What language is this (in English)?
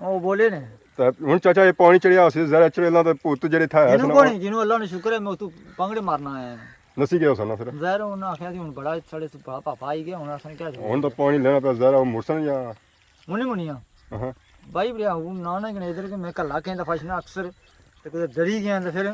Pahari-Potwari